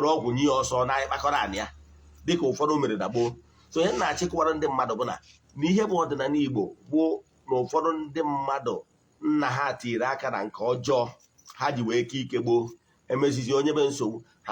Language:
Igbo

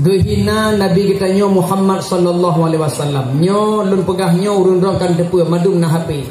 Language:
Achinese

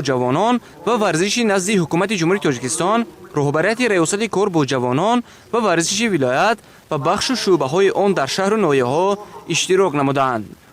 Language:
Tajik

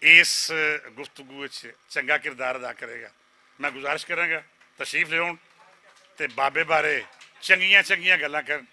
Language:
Western Panjabi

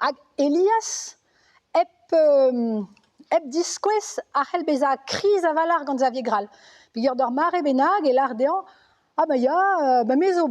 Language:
Breton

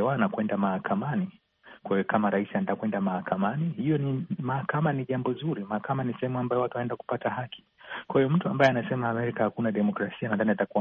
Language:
Swahili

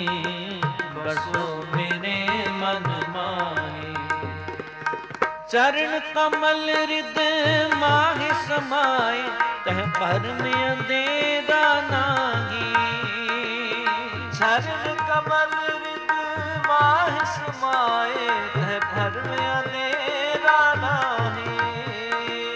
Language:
Punjabi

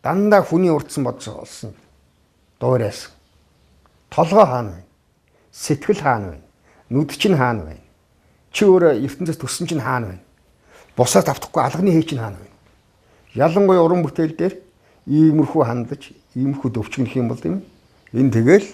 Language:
Mongolian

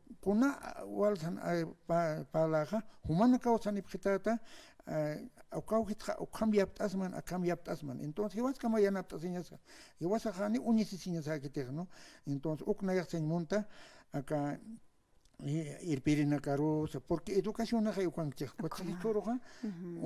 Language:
Aymara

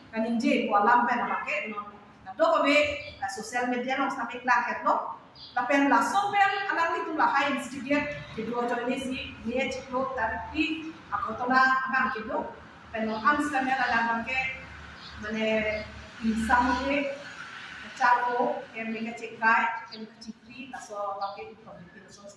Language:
Karbi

